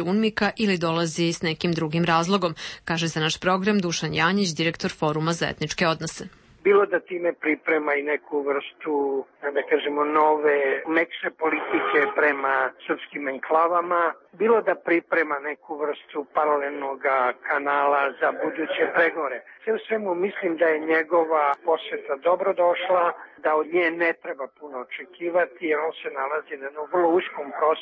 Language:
Serbian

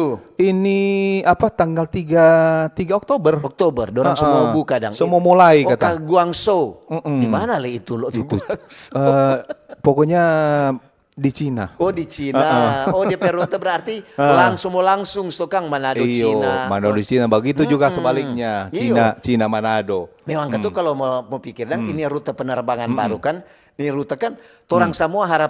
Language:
Manado Malay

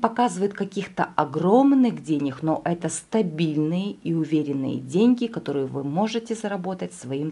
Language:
Russian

